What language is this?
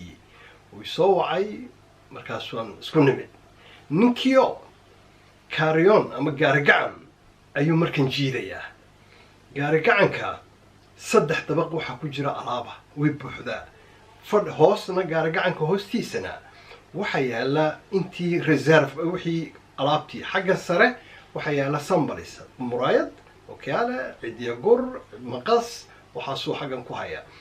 Somali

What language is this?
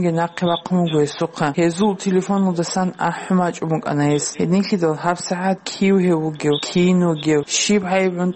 Avaric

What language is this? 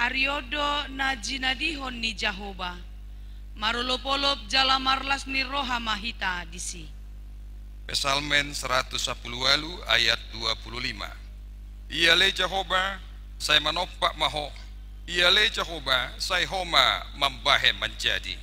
Batak Toba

